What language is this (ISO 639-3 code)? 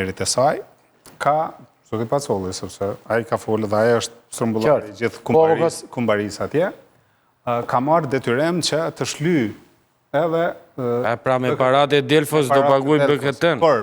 sqi